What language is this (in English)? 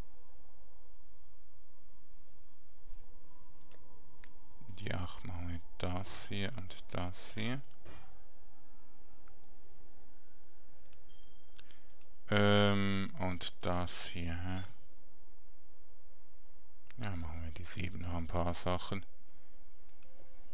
German